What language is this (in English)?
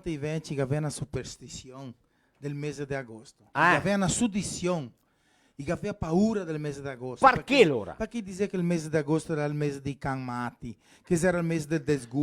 Venetian